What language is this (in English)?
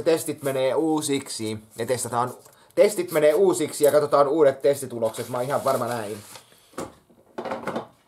Finnish